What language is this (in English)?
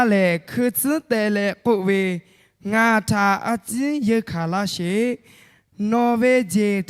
Lahu